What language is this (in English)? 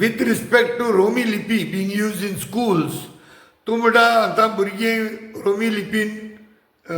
Konkani